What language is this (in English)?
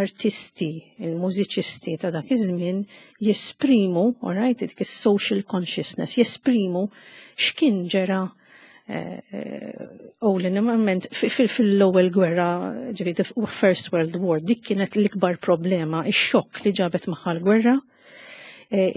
Maltese